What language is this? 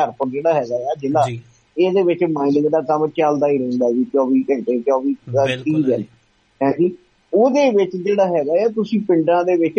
Punjabi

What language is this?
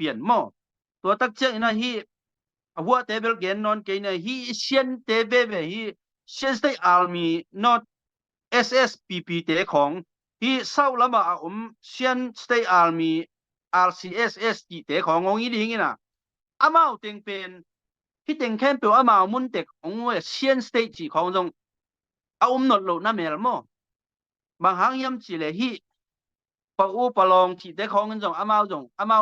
Tedim Chin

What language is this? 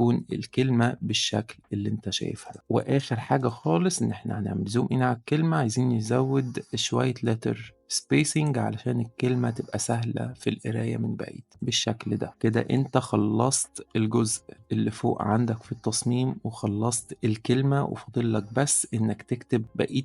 Egyptian Arabic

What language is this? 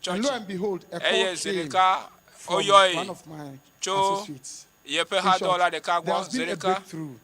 Ewe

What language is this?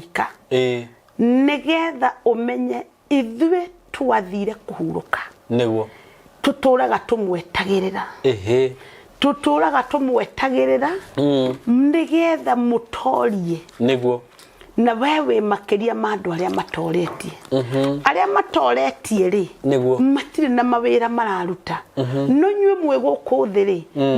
Kikuyu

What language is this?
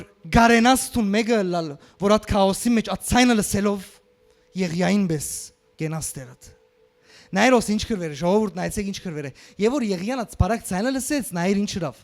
Western Armenian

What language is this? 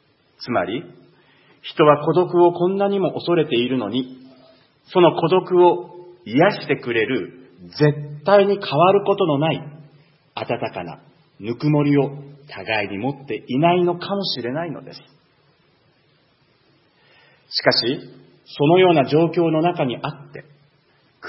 Japanese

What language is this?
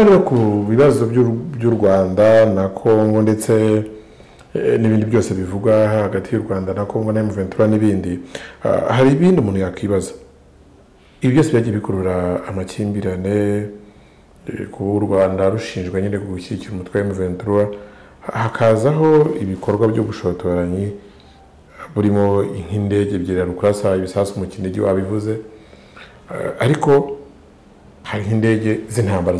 Kinyarwanda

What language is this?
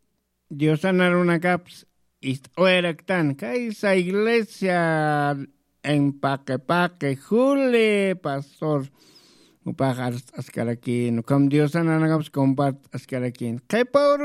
Aymara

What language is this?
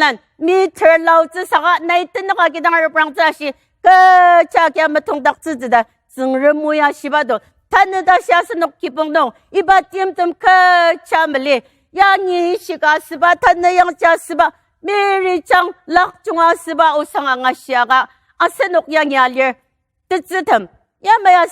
Ao Naga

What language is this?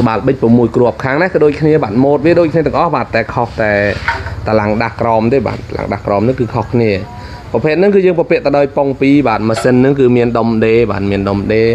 Khmer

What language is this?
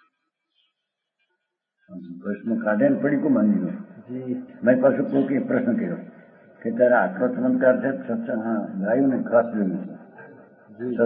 Gujarati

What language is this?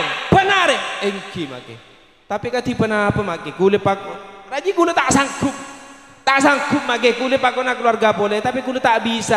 Madurese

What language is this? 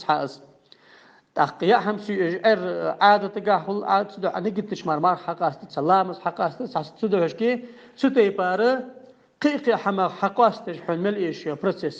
Ingush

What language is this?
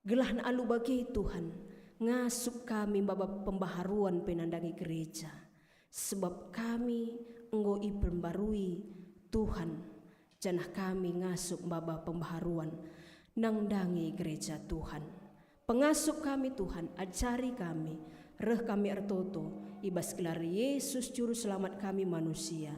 Batak Karo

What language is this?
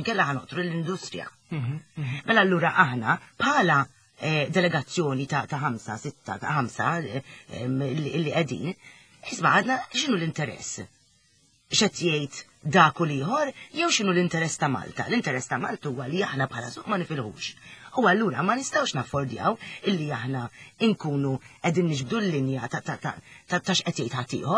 Maltese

